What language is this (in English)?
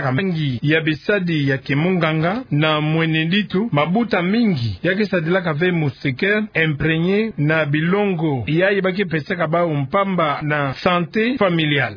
Kituba (Democratic Republic of Congo)